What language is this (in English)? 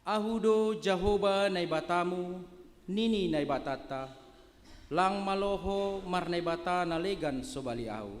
Batak Simalungun